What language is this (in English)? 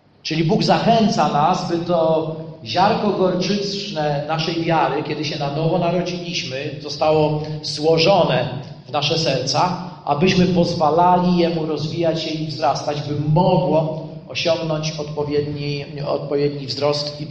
Polish